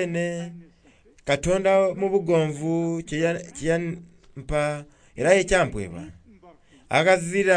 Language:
Soga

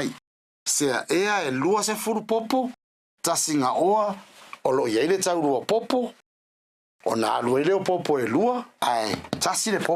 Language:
Samoan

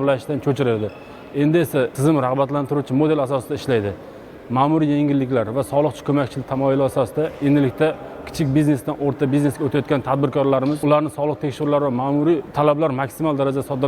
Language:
Uzbek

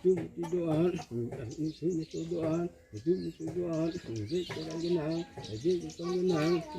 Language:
Karbi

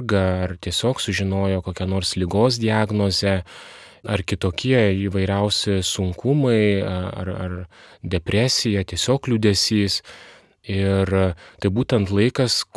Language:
Lithuanian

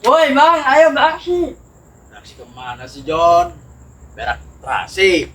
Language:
Betawi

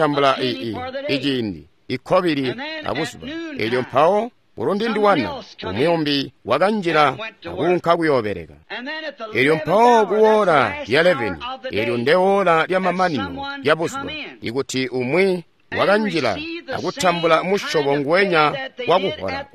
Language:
Tonga (Zambia)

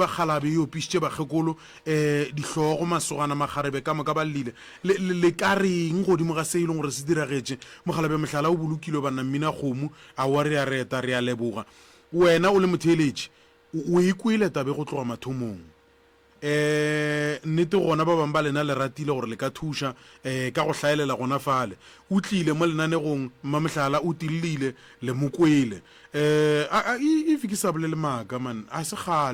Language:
Northern Sotho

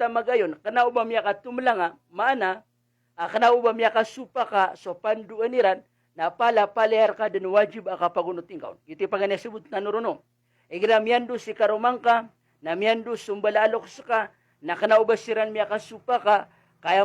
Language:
Maranao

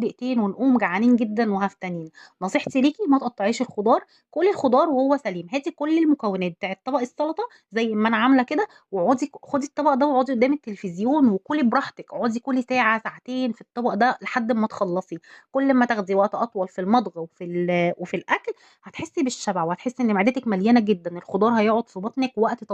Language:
Egyptian Arabic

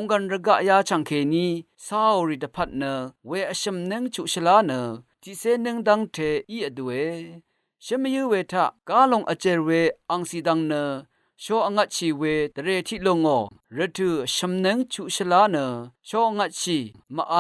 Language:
Rawang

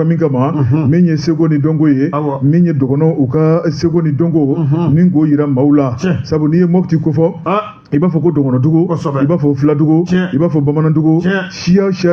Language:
Bambara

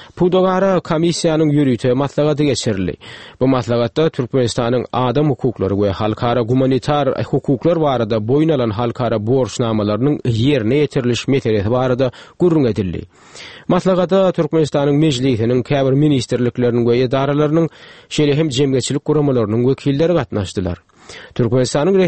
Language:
Turkmen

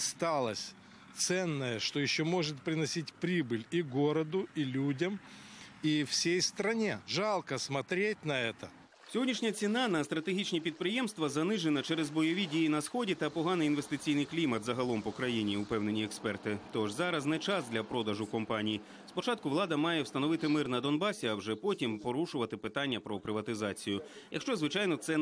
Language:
Ukrainian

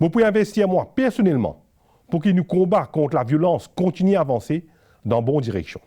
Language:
Morisyen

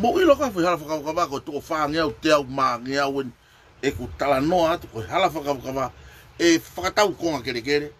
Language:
Tongan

